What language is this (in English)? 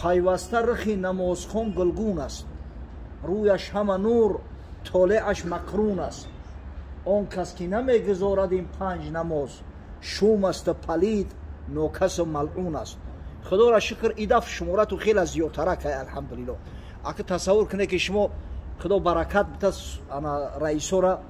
Tajik